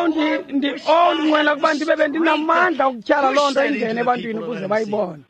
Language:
Xhosa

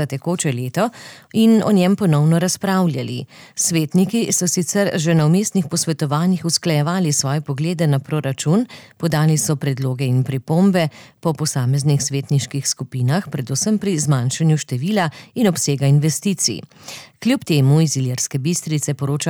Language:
Slovenian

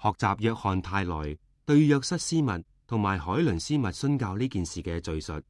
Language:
Cantonese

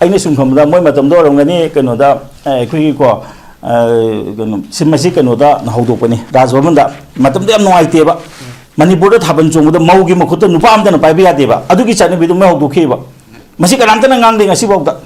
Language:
Manipuri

